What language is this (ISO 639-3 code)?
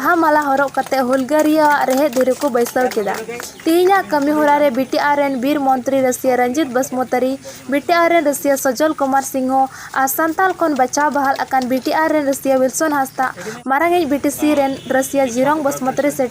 sat